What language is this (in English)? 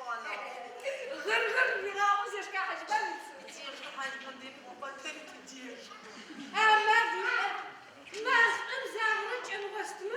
Adyghe